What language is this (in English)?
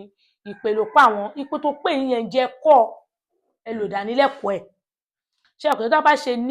Yoruba